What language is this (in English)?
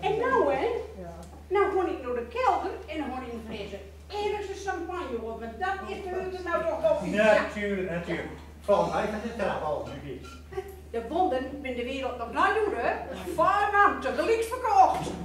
Gronings